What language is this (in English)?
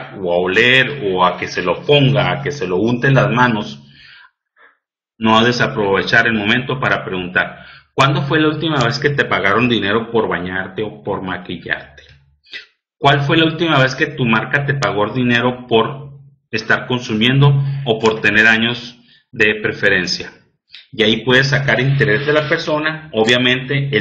Spanish